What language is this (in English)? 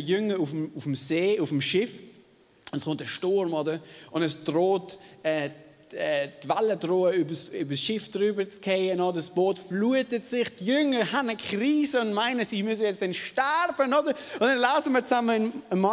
Swiss German